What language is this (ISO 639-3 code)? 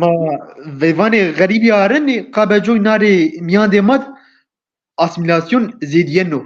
zza